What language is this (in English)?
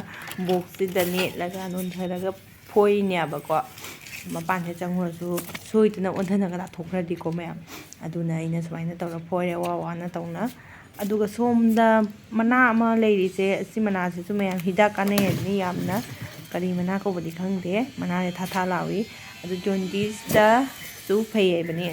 Manipuri